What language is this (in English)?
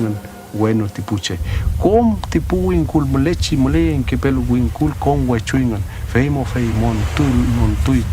Mapuche